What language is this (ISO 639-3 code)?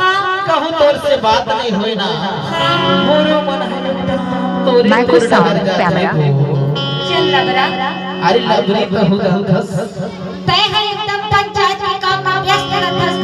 hne